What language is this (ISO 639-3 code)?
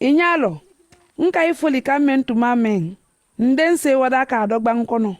man